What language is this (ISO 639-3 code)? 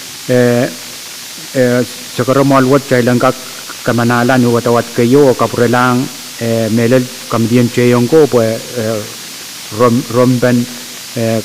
pon